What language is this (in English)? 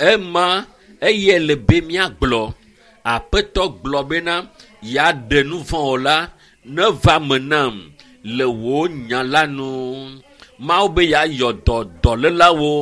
Ewe